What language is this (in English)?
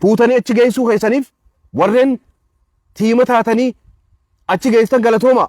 Oromo